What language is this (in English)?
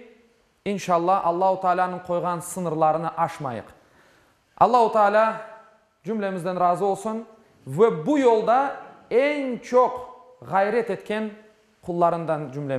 Crimean Tatar